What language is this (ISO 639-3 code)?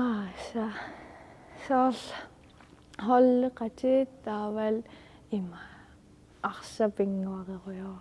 kal